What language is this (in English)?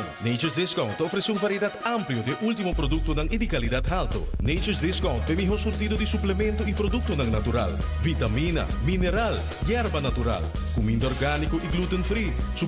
Papiamento